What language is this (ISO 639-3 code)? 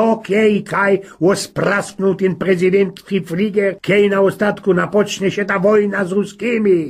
szl